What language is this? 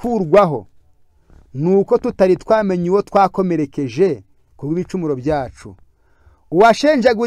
Kinyarwanda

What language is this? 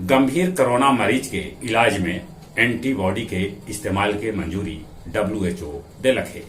Magahi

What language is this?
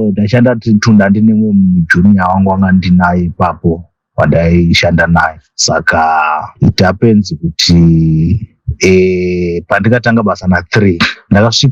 Shona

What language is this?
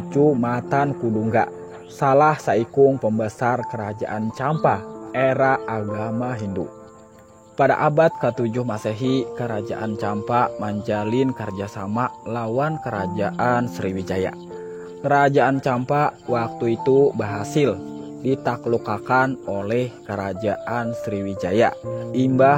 Banjar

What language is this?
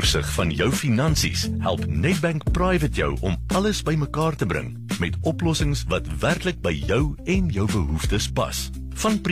Afrikaans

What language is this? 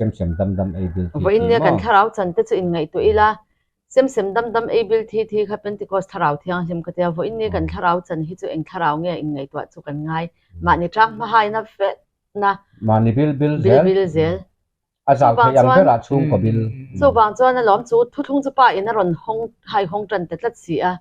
Mizo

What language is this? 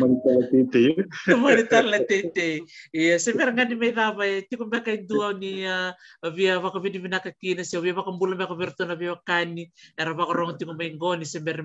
Fijian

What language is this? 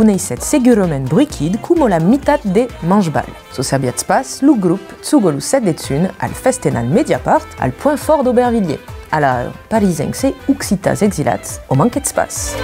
Occitan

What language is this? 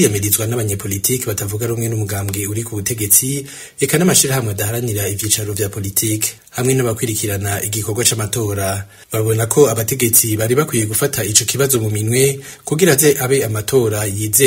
Rundi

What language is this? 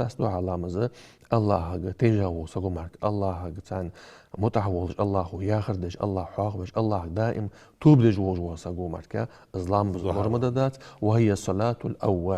Ingush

